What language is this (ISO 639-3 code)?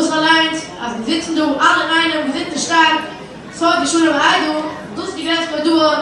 yid